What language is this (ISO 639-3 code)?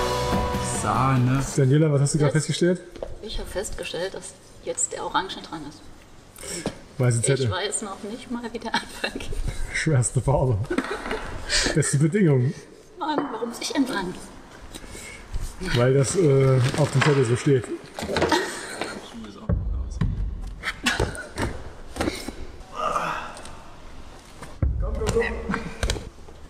deu